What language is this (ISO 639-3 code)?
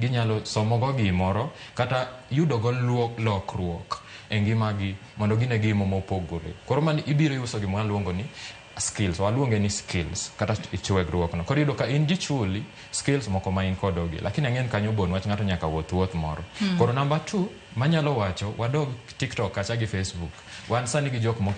luo